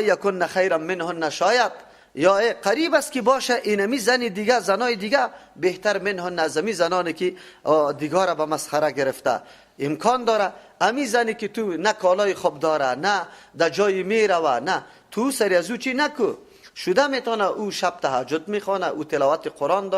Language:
Persian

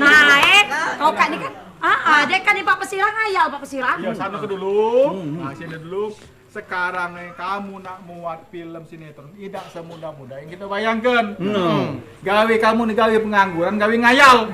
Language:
Musi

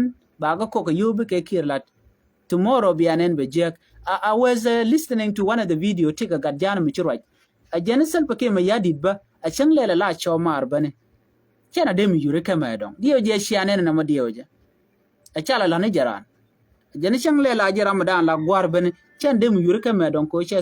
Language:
Nuer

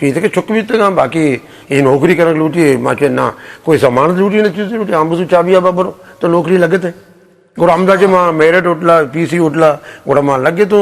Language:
Eastern Balochi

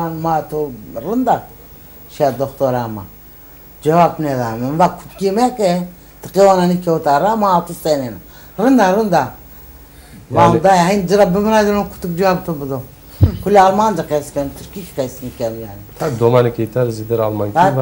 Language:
Zaza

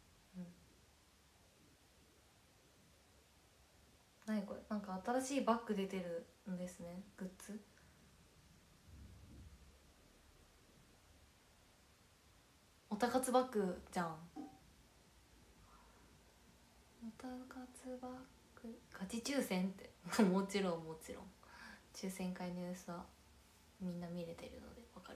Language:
Japanese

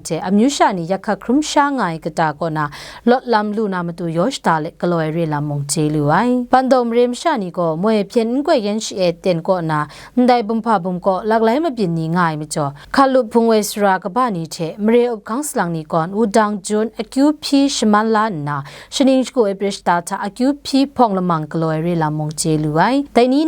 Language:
Kachin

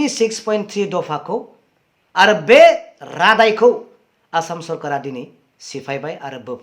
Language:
Bodo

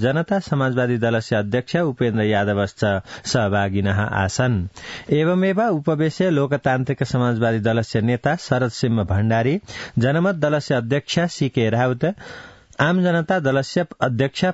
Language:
Sanskrit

